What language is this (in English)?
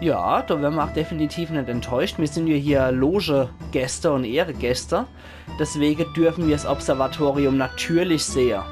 Palatine German